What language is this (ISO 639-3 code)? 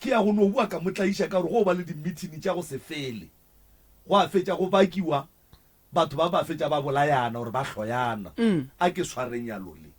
nso